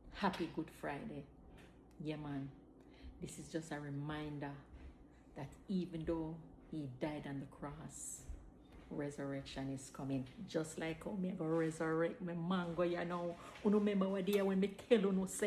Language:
Jamaican Creole English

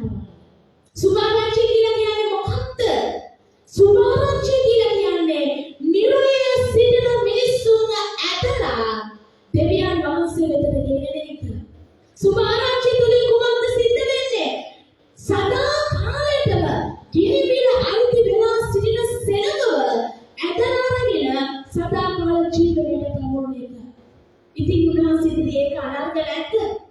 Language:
Sinhala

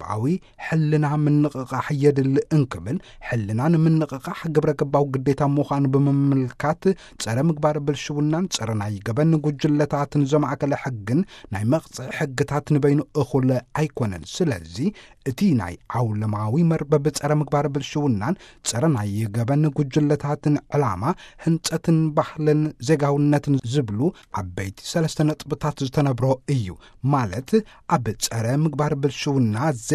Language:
Tigrinya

